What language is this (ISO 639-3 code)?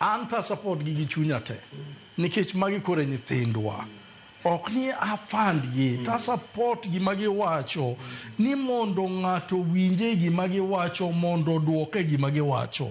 luo